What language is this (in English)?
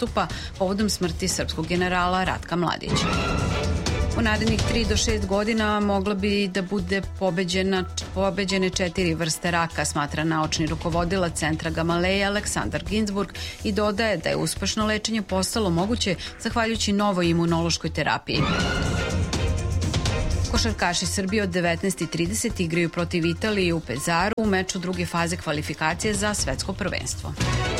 Serbian